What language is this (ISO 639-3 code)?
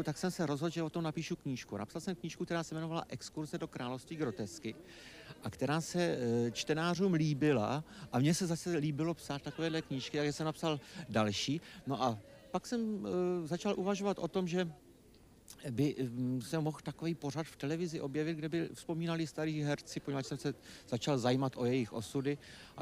ces